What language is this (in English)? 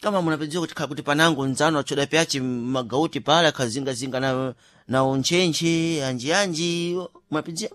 Sena